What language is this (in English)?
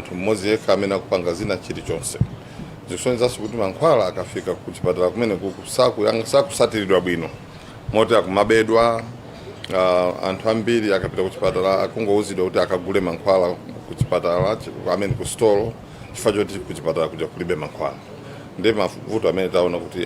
Nyanja